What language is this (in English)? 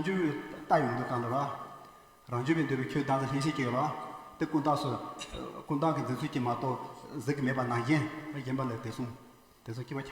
Tibetan